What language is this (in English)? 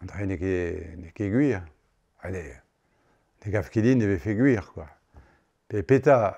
Breton